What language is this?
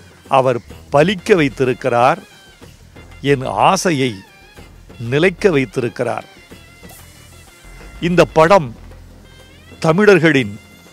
Tamil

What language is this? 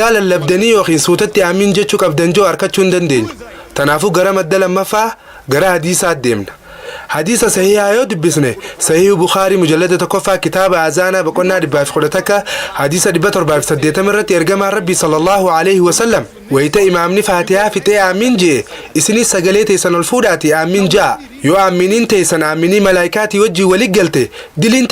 Oromo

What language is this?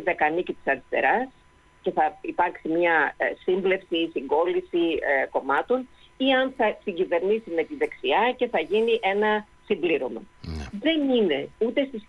Greek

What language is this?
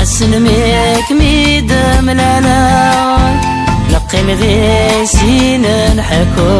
Kabyle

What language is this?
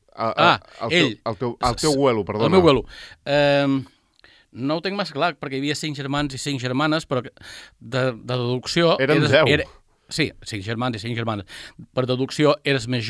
Catalan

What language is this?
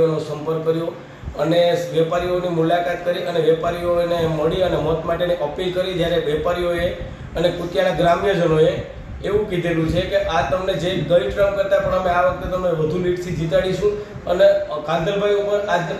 Gujarati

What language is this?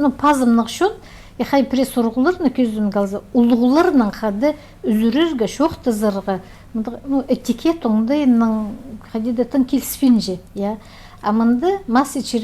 Khakas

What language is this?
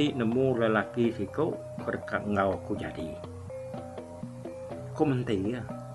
Iban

